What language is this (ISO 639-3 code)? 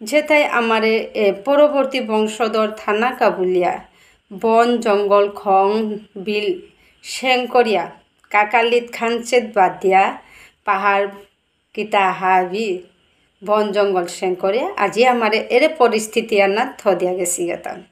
bpy